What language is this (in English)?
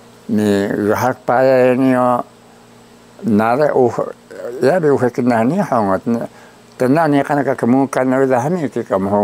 Taroko